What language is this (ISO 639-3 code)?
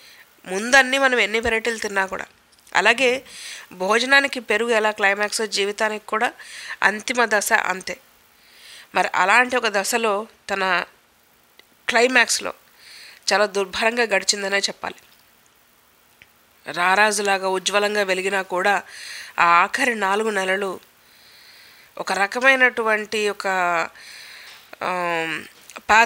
tel